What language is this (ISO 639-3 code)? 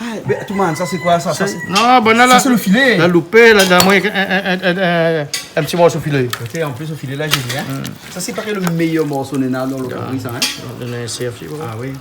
rcf